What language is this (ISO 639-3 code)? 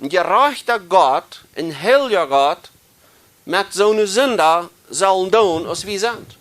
pdt